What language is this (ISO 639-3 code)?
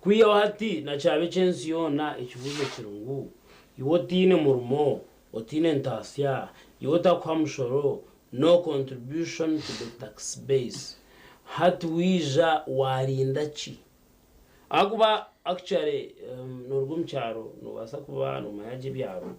nyn